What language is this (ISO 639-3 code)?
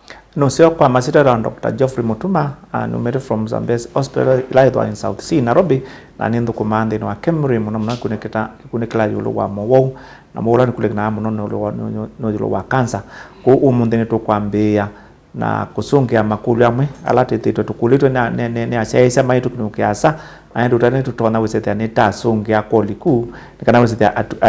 kam